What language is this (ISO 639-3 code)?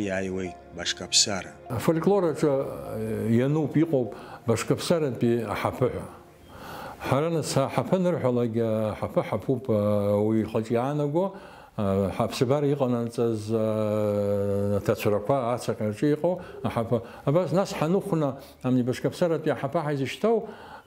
abk